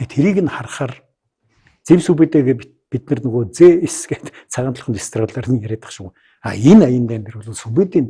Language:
Mongolian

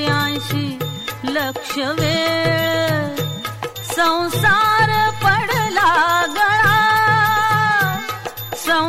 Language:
Marathi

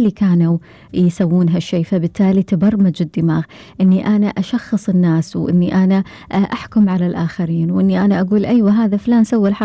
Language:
Gulf Arabic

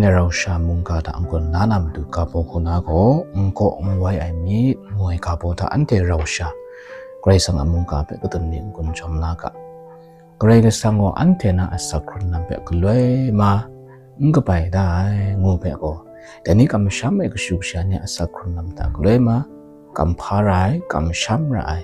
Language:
Kachin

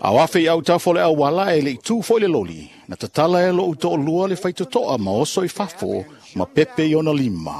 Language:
Samoan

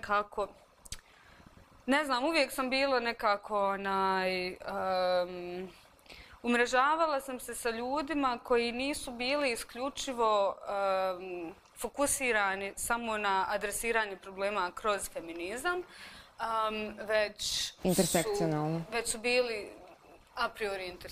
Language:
Bosnian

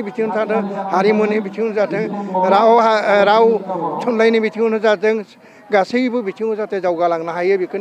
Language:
Bodo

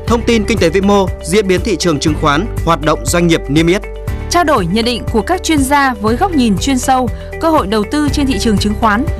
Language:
Vietnamese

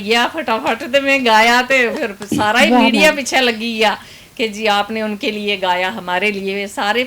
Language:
Dogri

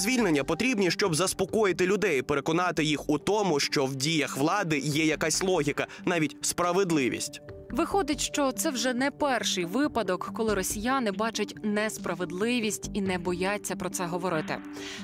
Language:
Ukrainian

